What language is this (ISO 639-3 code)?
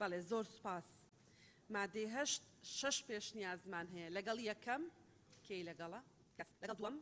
ckb